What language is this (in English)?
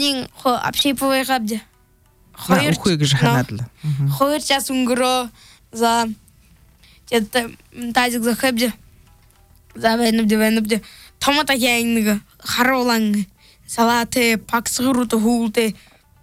Buriat